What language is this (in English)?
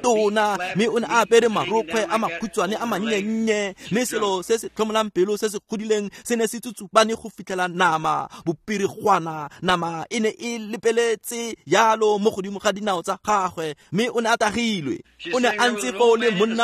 Tswana